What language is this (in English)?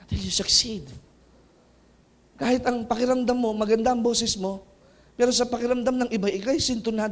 Filipino